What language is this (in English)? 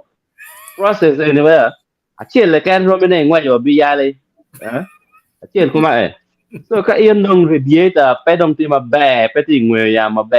Acoli